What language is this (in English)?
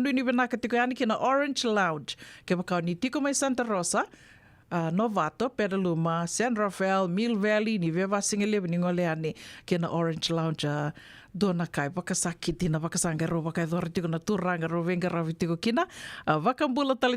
Fijian